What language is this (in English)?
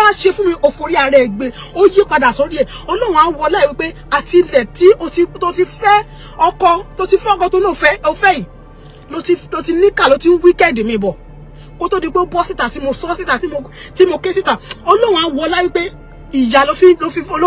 Yoruba